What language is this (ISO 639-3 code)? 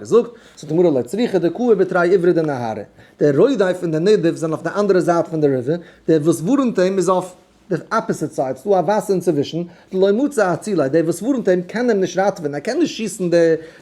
yid